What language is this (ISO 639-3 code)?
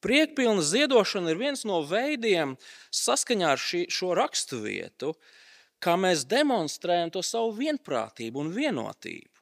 lav